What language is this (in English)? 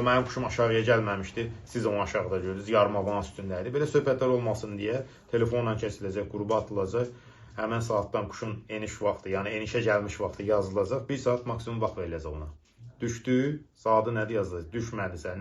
Azerbaijani